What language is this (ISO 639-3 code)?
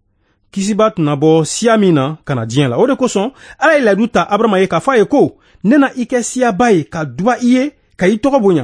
bam